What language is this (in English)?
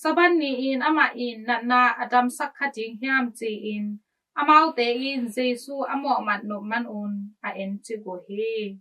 Tedim Chin